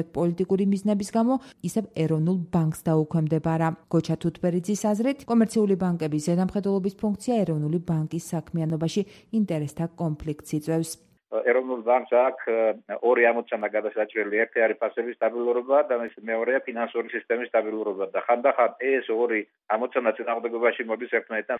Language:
Georgian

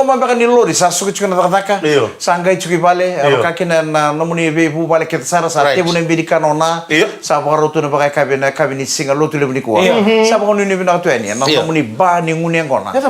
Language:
Fijian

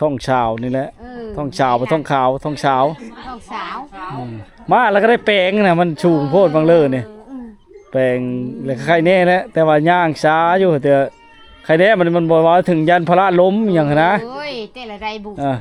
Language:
Lao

